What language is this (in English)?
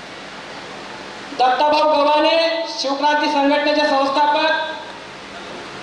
Marathi